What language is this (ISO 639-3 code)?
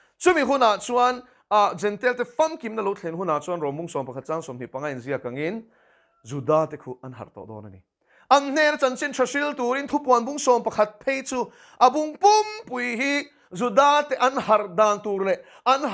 lus